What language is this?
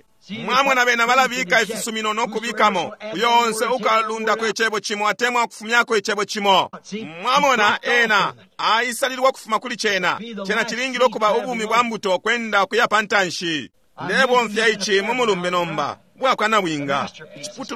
Bemba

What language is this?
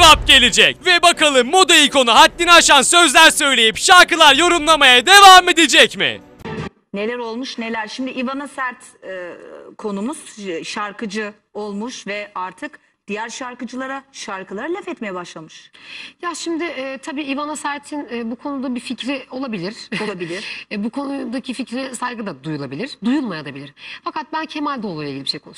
Turkish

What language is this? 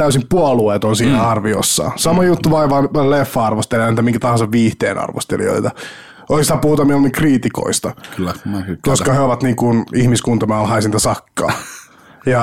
Finnish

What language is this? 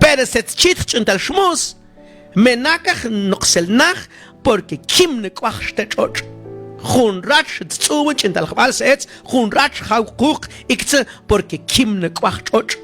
Mam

